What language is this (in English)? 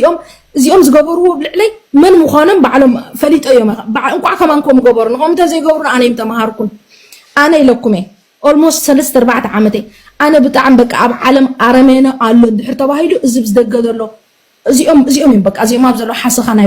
Tigrinya